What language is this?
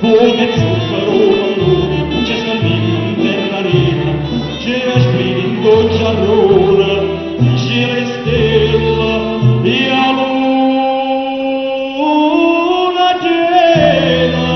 Neapolitan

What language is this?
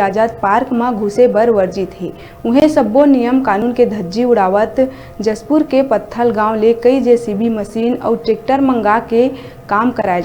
Chhattisgarhi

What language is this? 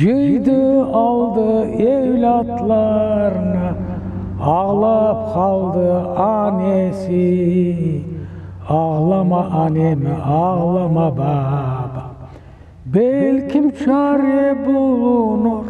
Crimean Tatar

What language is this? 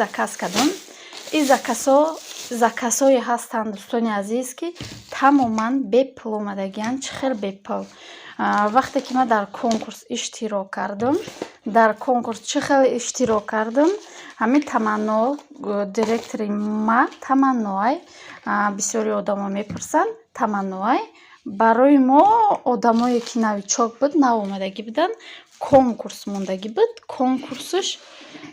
Tajik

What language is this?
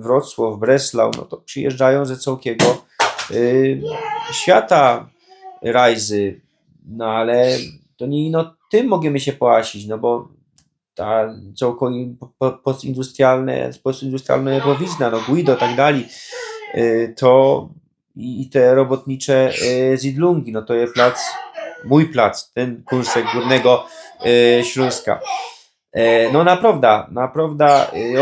Silesian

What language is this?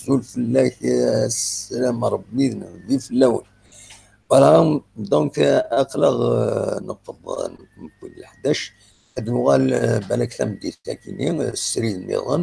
Kabyle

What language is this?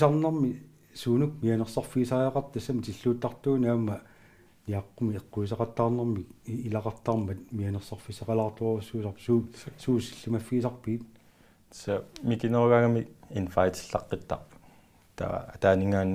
Kalaallisut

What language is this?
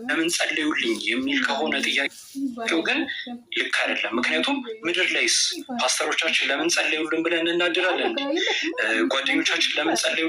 Amharic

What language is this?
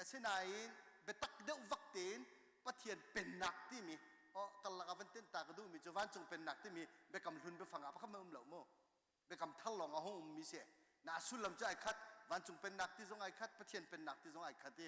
Hakha Chin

